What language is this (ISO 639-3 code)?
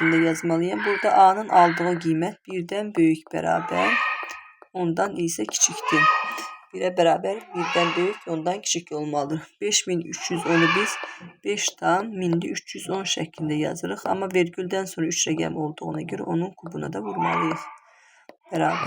aze